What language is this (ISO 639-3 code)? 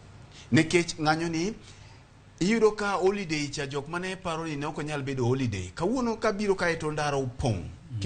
luo